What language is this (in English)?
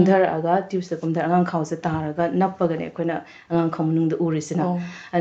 Manipuri